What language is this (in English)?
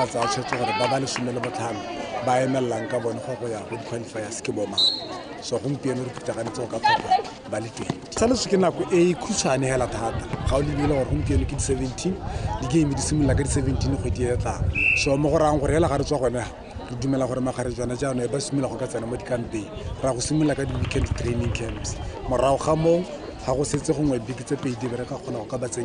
Tswana